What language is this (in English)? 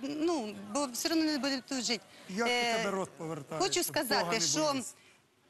Ukrainian